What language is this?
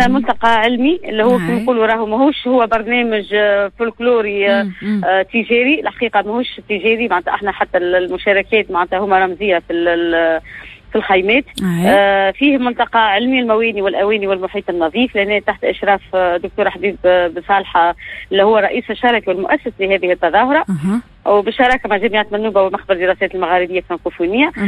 Tunisian Arabic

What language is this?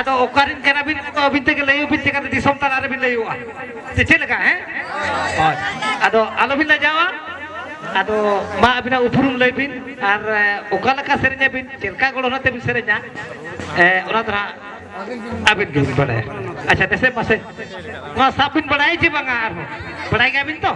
Santali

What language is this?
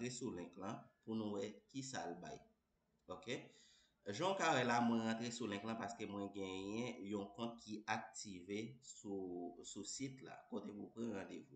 Haitian Creole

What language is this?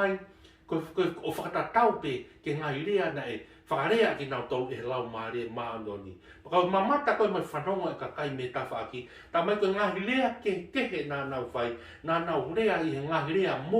Tongan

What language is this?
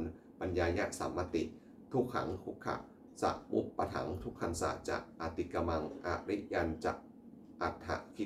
Pali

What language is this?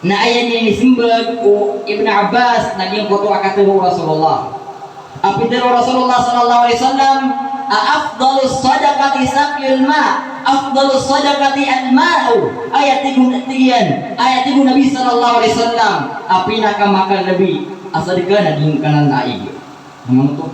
Maranao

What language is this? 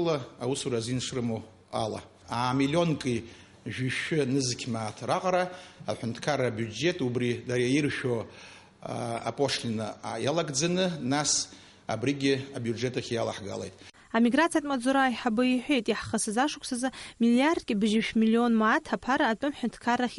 Abkhazian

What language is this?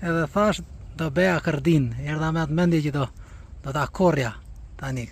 Albanian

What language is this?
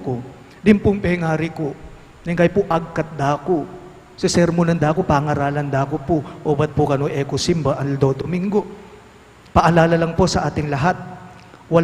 Pampanga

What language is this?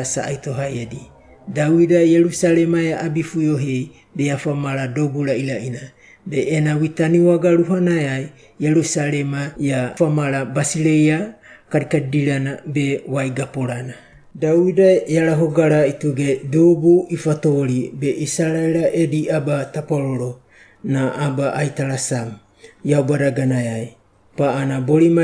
Wagawaga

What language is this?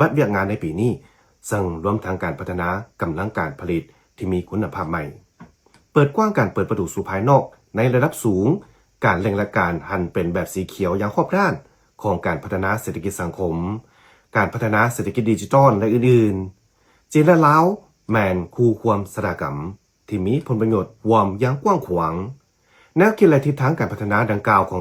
Lao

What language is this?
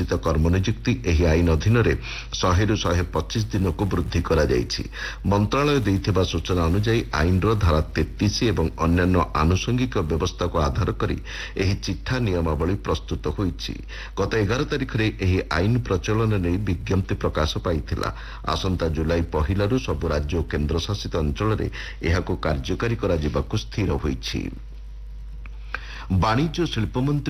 Odia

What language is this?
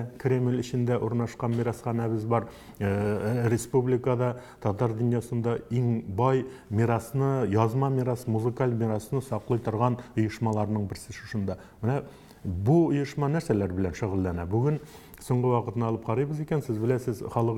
Tatar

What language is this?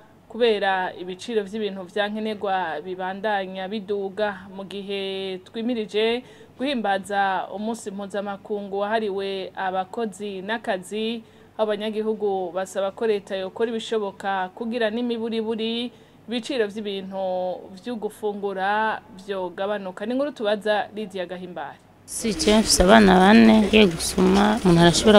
Rundi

